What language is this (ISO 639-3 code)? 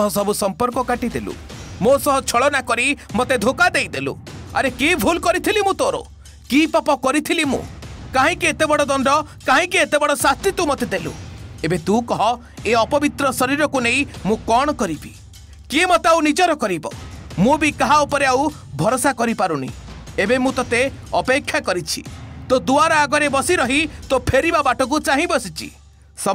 ori